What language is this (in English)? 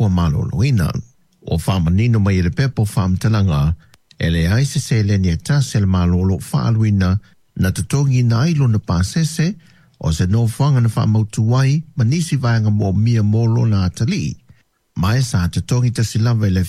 Samoan